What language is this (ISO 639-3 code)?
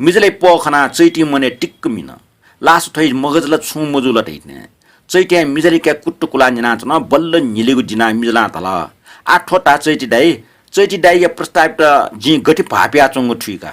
new